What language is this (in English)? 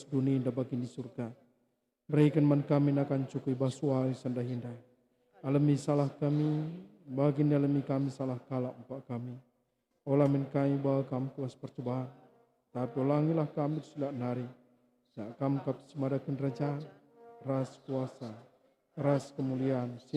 Batak Karo